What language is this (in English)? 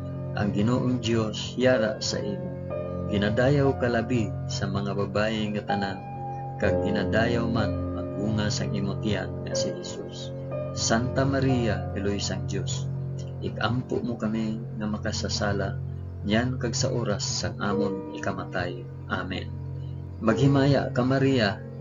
Hiligaynon